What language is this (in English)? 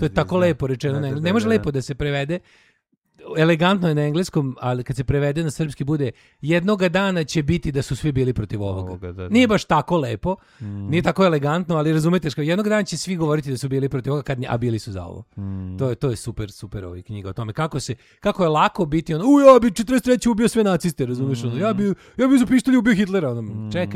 Serbian